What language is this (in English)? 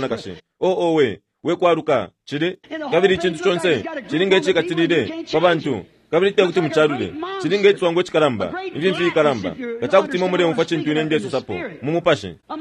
Bemba